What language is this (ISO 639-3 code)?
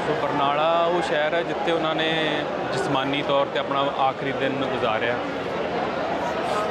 pan